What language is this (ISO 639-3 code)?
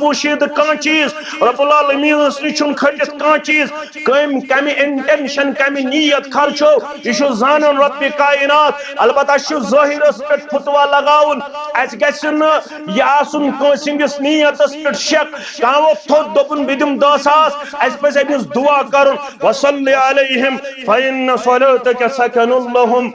kas